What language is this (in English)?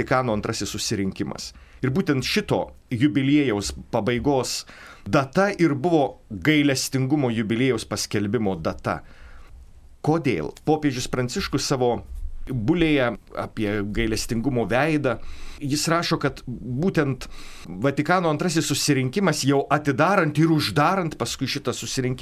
Lithuanian